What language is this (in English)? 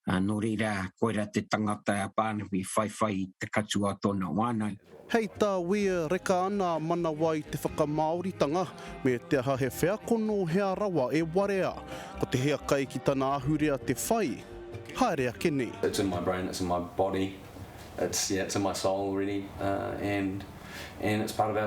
Māori